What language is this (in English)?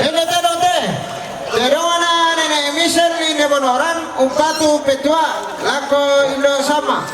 Toraja-Sa'dan